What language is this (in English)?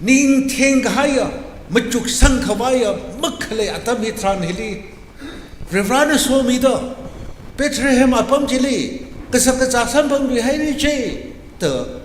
Tangkhul Naga (India)